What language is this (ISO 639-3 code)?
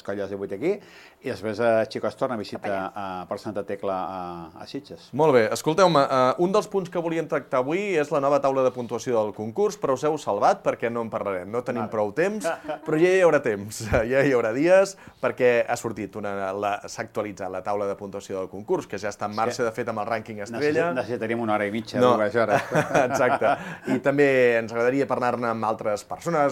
cat